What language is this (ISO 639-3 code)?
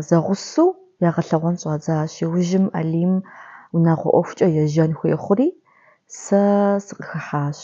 kbd